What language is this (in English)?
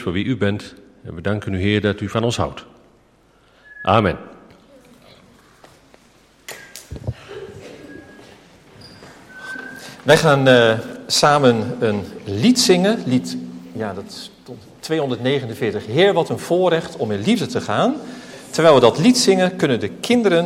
Dutch